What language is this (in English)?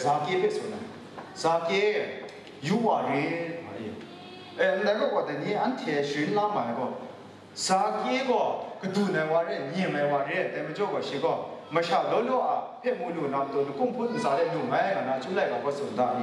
Kachin